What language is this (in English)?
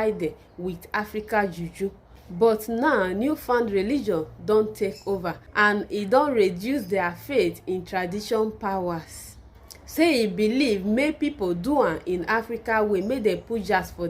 Nigerian Pidgin